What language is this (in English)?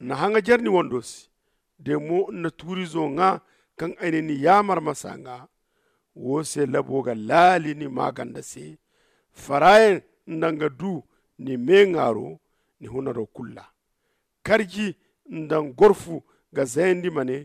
Zarma